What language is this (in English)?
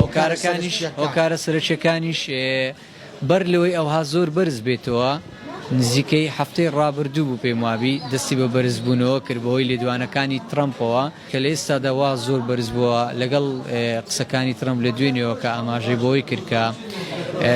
Central Kurdish